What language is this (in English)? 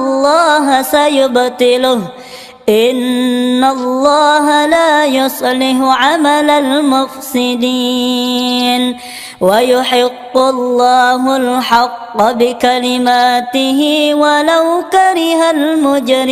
Arabic